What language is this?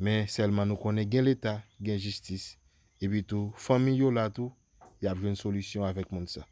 Haitian Creole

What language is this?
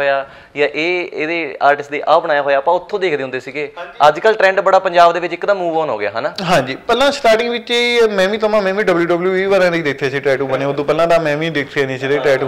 Punjabi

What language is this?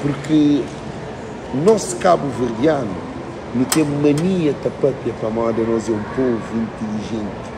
Kabuverdianu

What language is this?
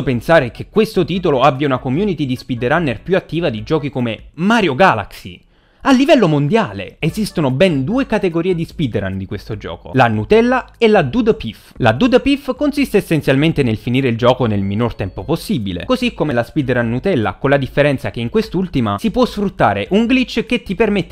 Italian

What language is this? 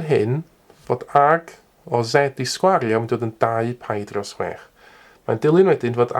Welsh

